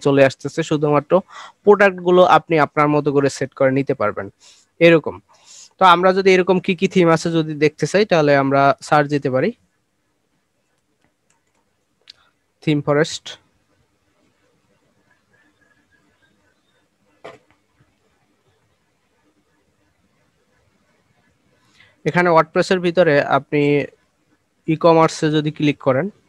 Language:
Bangla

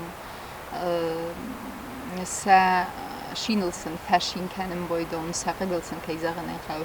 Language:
Ossetic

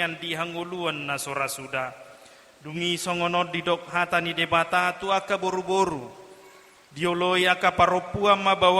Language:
Batak Toba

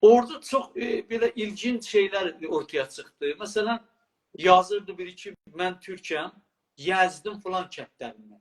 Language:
South Azerbaijani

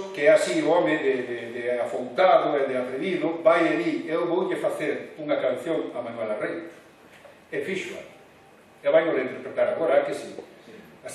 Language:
Galician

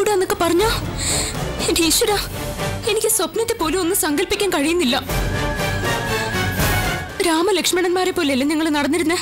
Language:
Malayalam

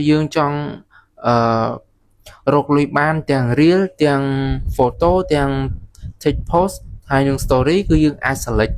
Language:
Khmer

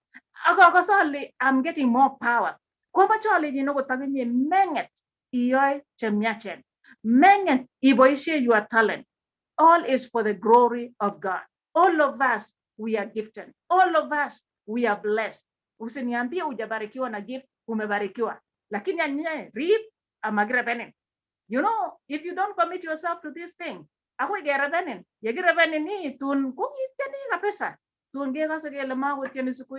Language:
Kalenjin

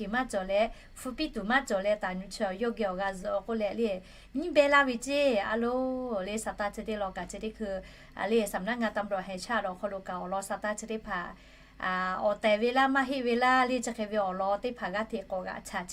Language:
Lahu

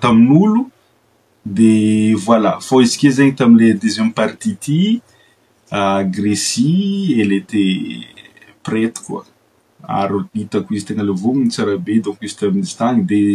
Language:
Malagasy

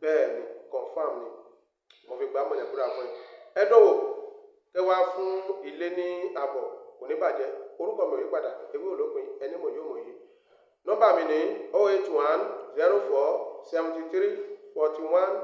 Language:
Yoruba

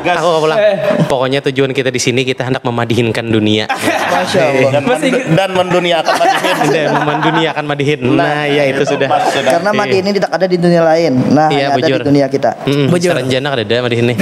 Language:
Banjar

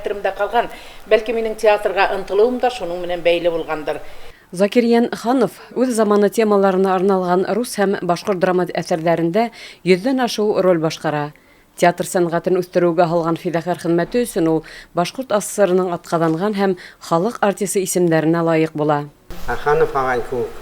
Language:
Bashkir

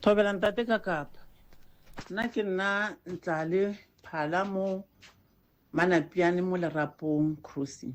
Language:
Northern Sotho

